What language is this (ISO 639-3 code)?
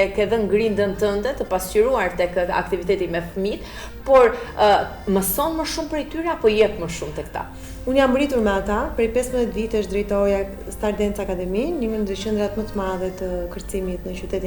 sqi